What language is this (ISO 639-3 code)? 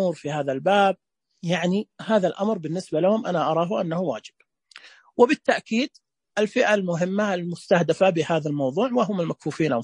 ars